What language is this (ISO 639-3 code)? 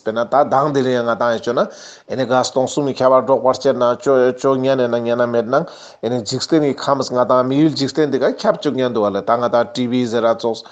lbj